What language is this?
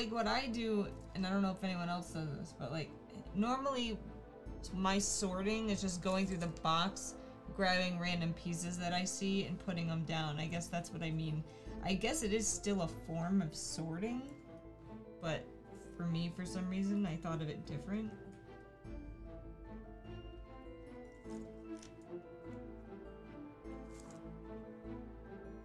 English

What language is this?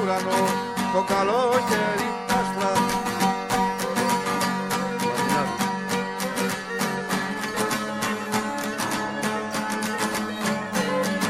Greek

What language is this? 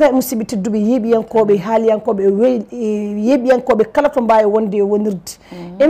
Fula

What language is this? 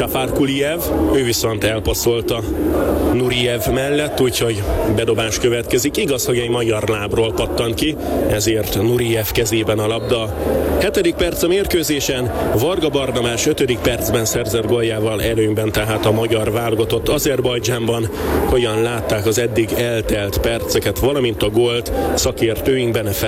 Hungarian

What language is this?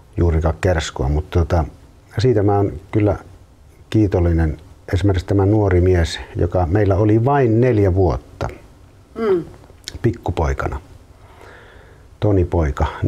Finnish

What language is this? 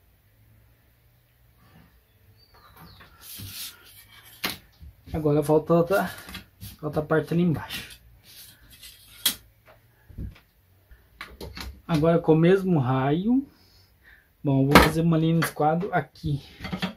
Portuguese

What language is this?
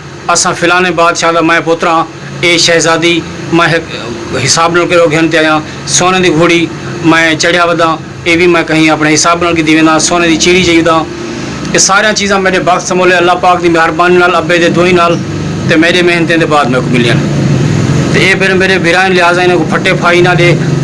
Saraiki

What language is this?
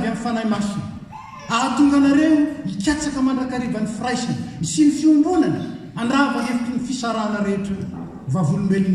Malagasy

